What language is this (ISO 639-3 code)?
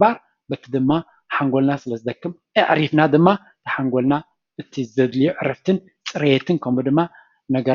tir